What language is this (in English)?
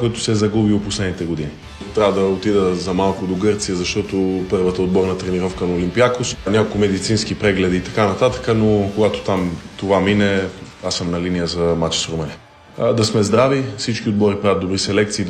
Bulgarian